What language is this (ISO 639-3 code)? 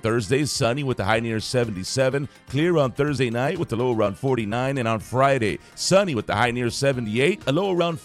eng